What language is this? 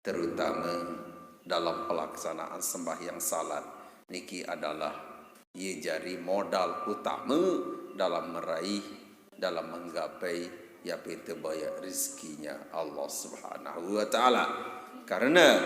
Sasak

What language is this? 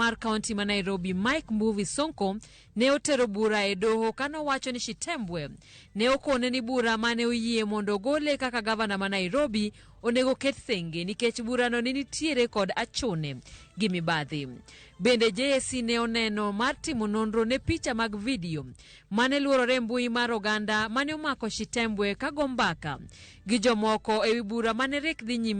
Luo (Kenya and Tanzania)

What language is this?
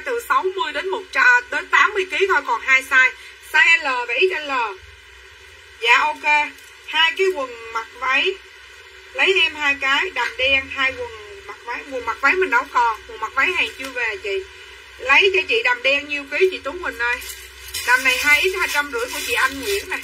Vietnamese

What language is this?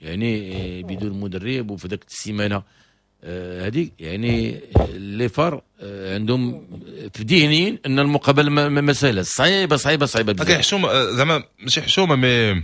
Moroccan Arabic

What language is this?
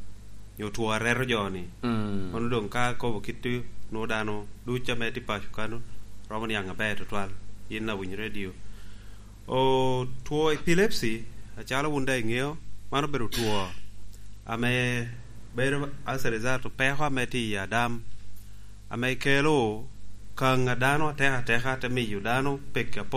Lango (Uganda)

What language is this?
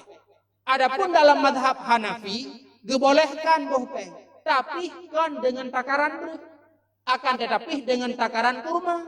Achinese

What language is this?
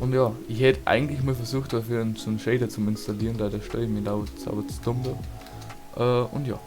Bavarian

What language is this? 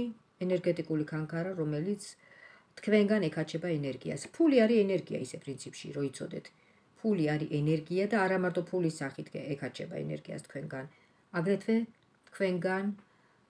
Georgian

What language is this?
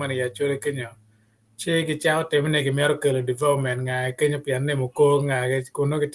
Acoli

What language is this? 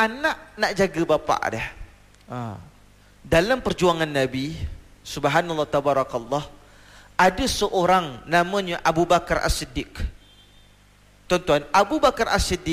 Malay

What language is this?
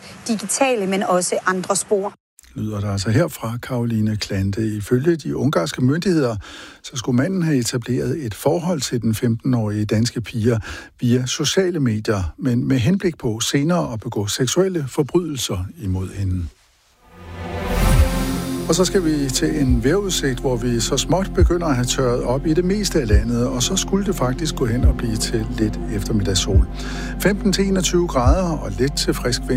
Danish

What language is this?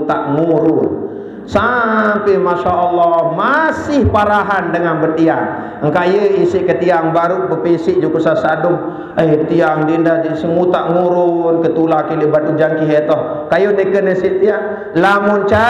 Sasak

